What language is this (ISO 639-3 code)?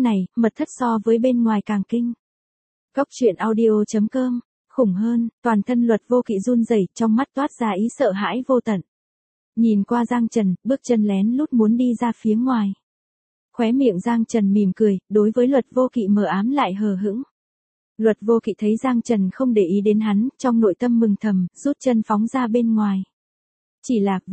vie